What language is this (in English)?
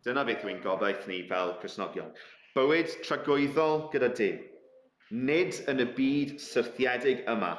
Welsh